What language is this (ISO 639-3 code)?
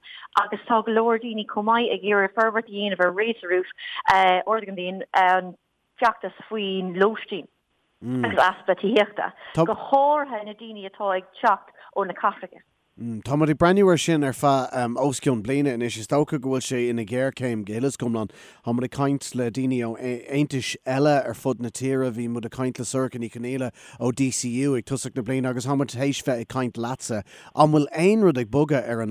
gle